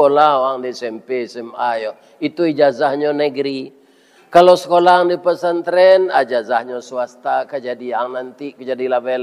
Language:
Minangkabau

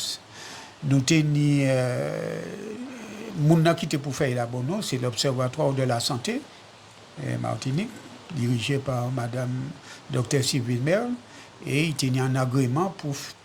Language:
Guadeloupean Creole French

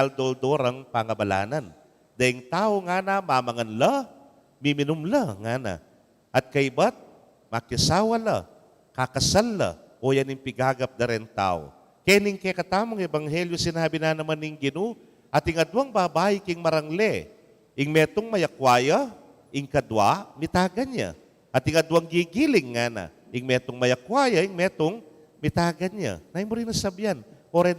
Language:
Pampanga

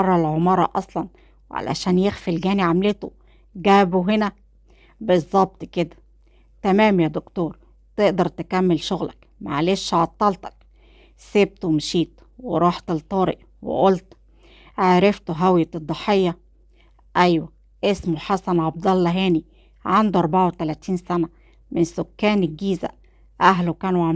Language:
Egyptian Arabic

